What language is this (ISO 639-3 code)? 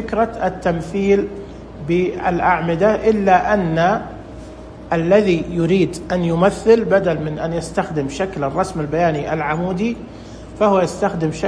ars